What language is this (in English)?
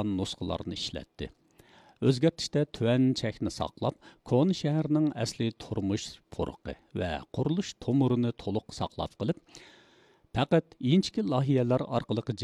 Uyghur